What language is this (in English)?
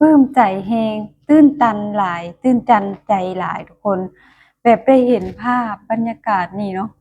Lao